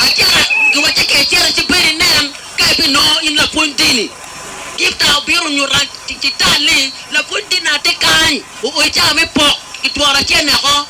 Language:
Acoli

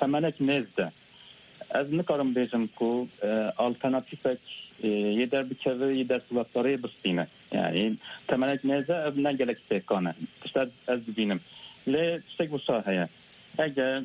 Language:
Kurdish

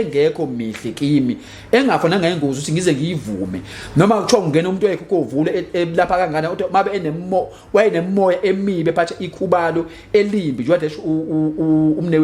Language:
Zulu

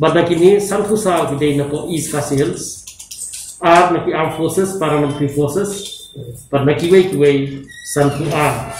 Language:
Khasi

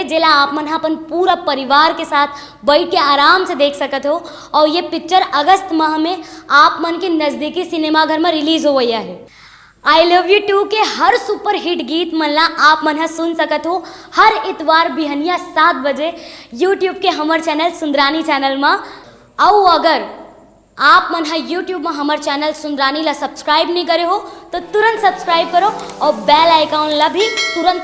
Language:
Chhattisgarhi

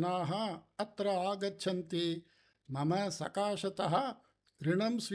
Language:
Sanskrit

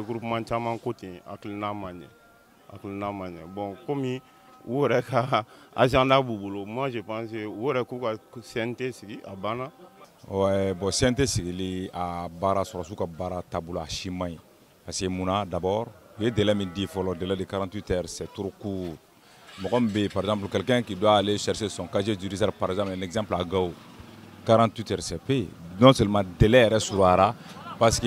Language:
Bambara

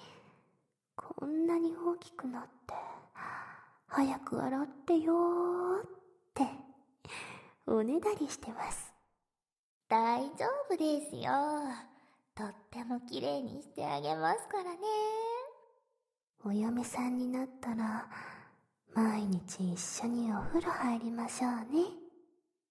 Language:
Japanese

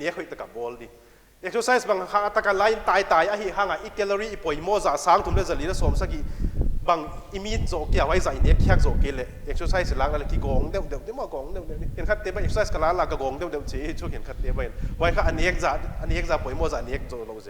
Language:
Paite Chin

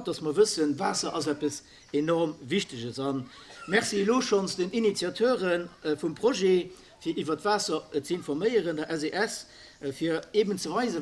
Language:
Luxembourgish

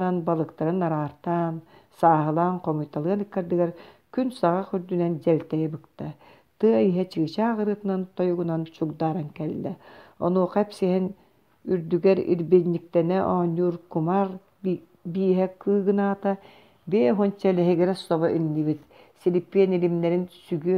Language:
Yakut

